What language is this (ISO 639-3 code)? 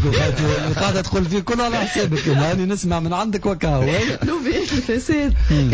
aeb